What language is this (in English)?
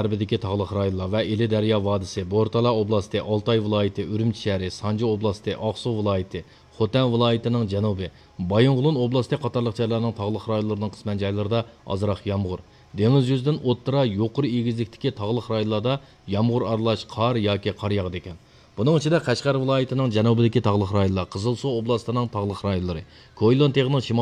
Uyghur